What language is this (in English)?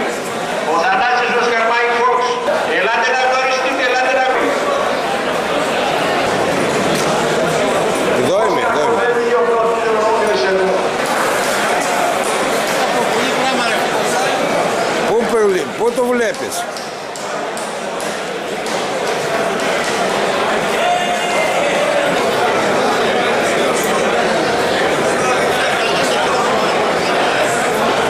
Greek